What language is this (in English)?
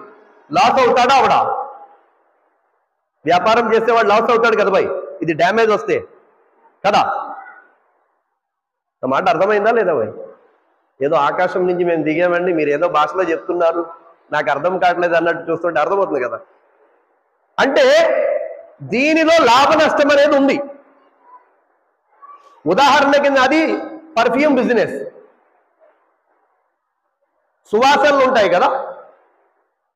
Telugu